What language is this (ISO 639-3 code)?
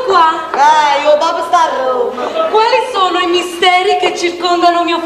nap